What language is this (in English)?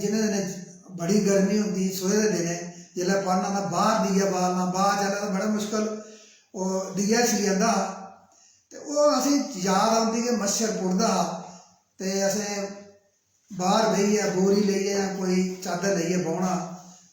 Dogri